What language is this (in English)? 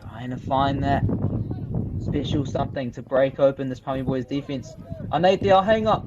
Māori